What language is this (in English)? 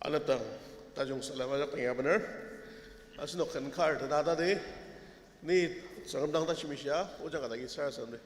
Ao Naga